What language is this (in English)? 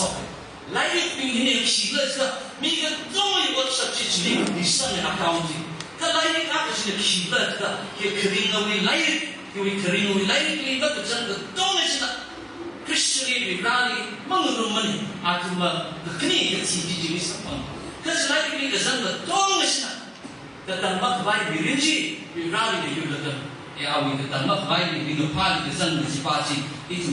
Tangkhul Naga (India)